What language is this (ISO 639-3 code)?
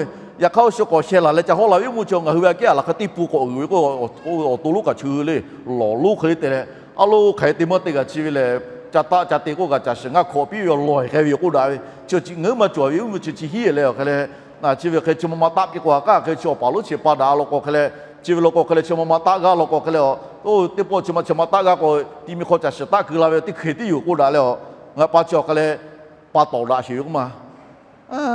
lhu